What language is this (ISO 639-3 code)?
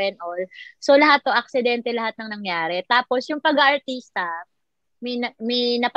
fil